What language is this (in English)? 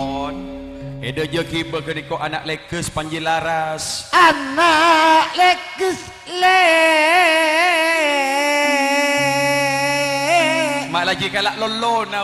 Madurese